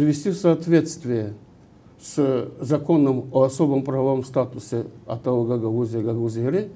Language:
Gagauz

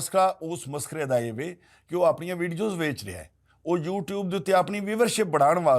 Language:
Western Panjabi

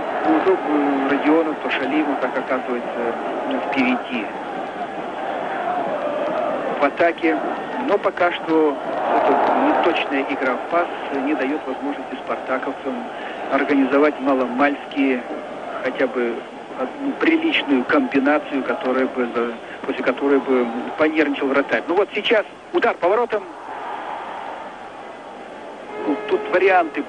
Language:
Russian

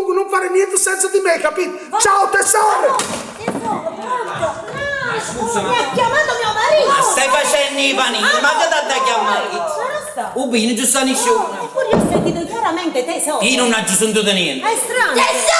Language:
Neapolitan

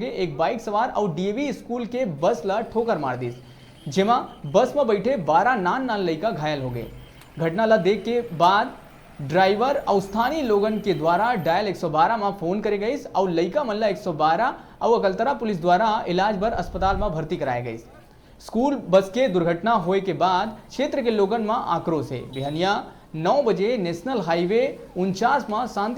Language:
Chhattisgarhi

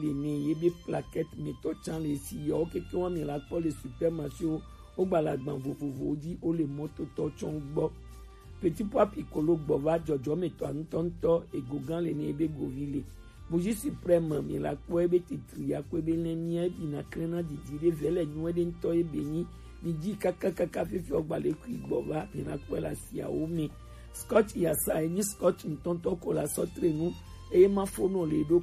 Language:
Gen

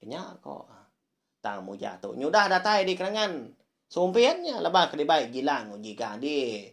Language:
Iban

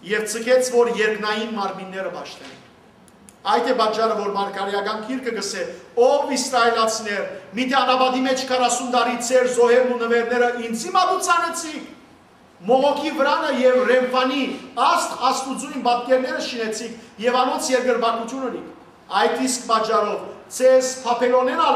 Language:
Western Armenian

